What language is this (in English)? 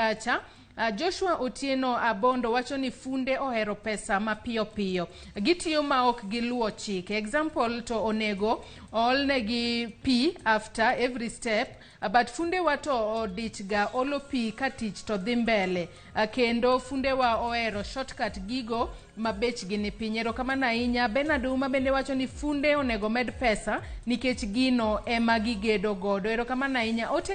Luo (Kenya and Tanzania)